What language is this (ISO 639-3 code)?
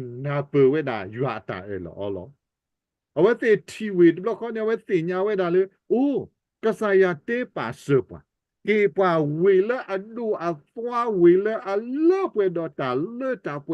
ksw